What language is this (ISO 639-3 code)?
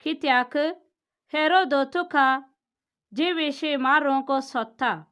kok